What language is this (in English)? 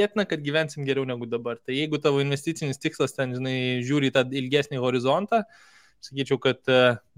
Lithuanian